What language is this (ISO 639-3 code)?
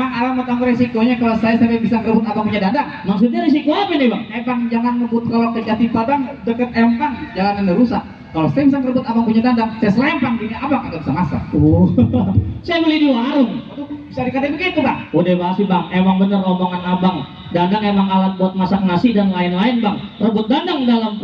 bew